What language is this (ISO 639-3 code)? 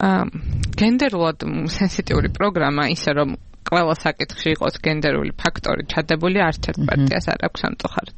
kat